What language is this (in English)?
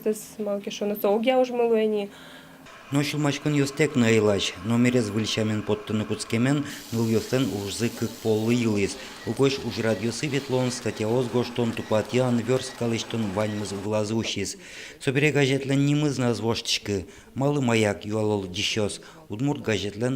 Udmurt